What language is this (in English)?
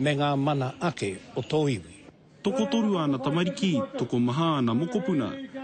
Māori